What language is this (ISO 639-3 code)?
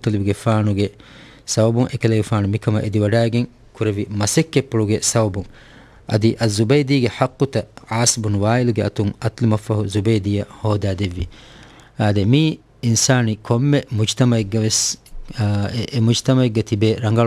div